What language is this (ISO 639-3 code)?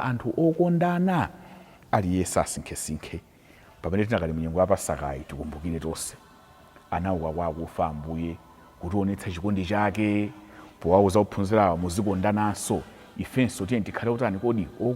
nya